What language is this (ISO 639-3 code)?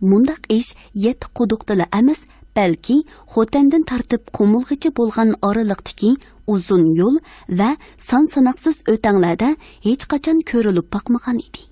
uig